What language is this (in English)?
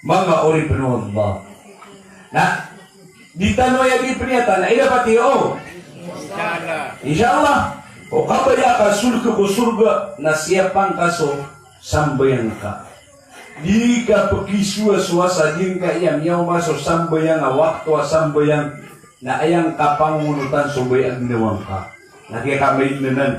Maranao